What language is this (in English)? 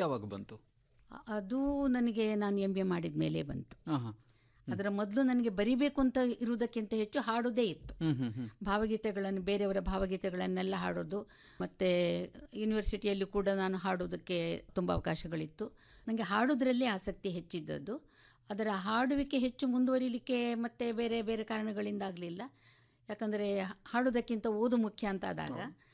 Kannada